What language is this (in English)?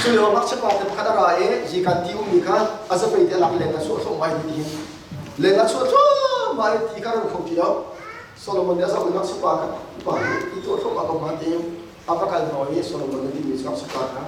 Hakha Chin